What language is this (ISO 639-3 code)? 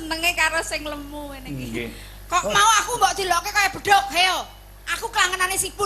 jav